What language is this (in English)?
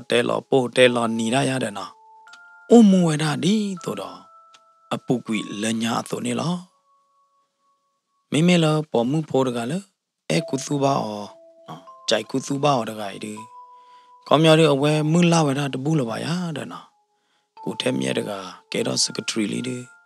S'gaw Karen